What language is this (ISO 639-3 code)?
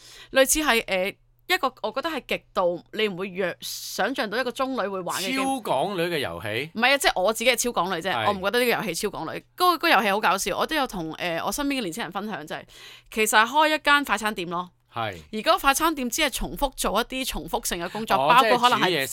yue